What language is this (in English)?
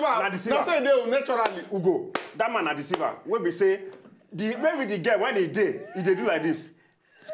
Nigerian Pidgin